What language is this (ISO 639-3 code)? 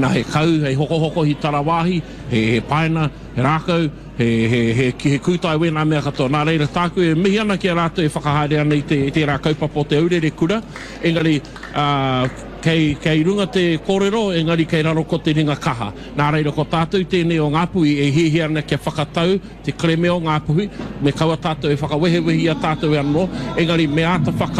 mri